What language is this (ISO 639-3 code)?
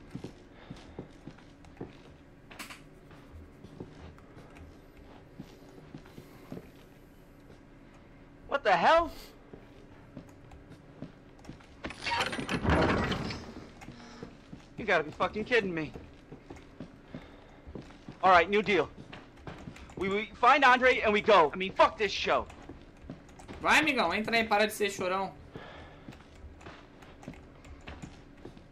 por